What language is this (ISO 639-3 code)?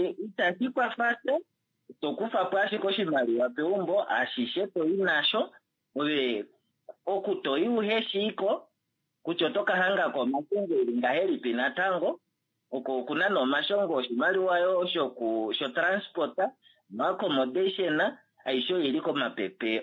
kua